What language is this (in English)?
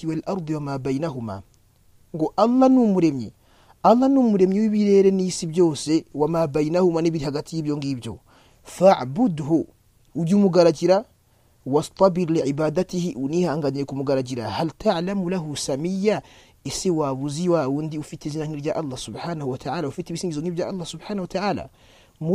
Kinyarwanda